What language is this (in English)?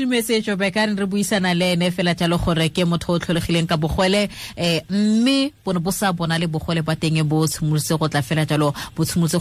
Tswana